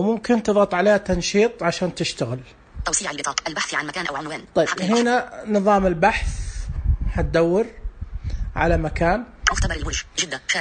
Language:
Najdi Arabic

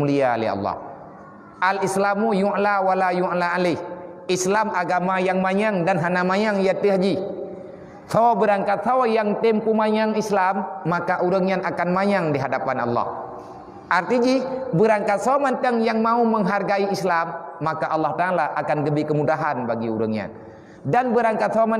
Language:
Achinese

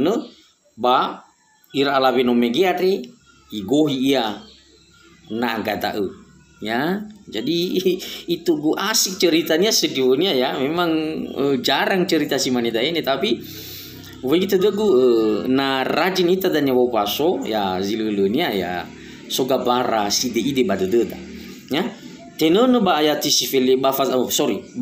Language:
Nias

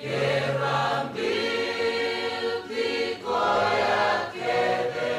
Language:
Fijian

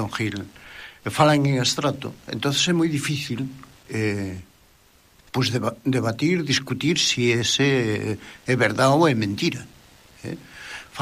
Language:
Galician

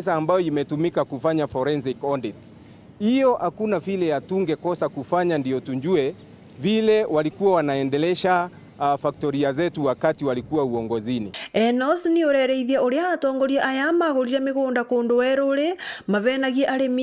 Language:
Meru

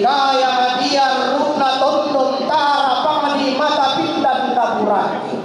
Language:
Toraja-Sa'dan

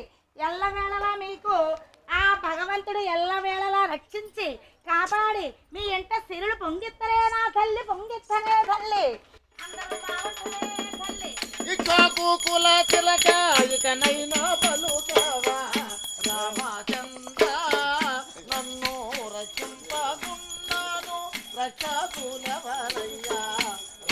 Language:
Telugu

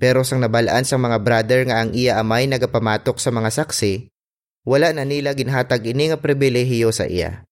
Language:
Hiligaynon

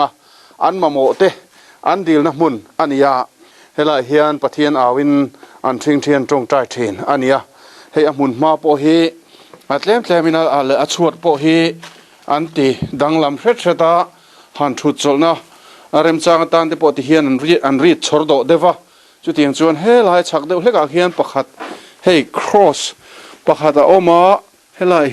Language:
Mizo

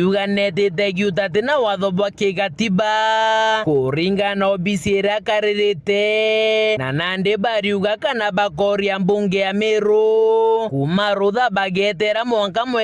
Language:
Meru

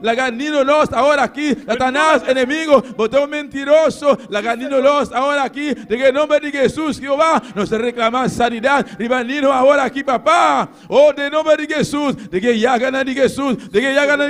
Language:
Papiamento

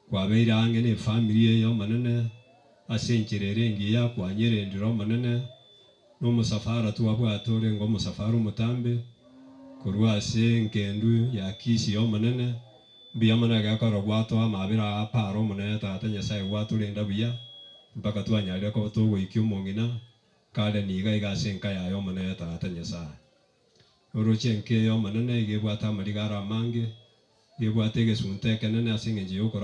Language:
Gusii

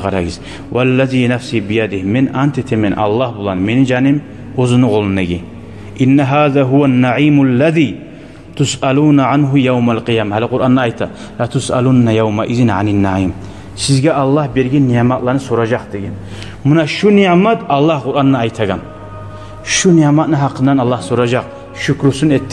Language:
Kumyk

